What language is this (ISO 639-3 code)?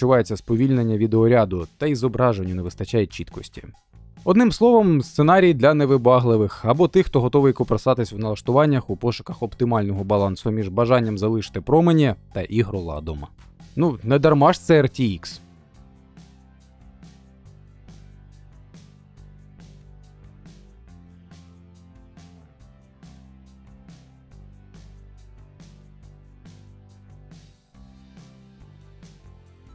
ukr